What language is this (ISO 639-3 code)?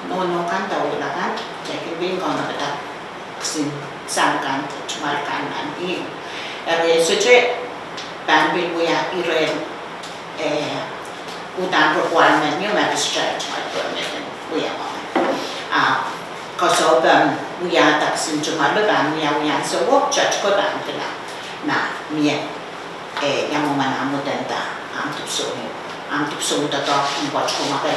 pon